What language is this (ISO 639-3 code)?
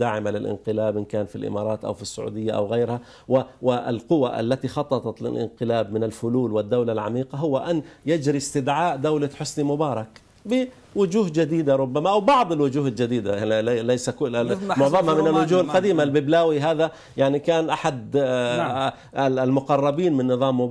ara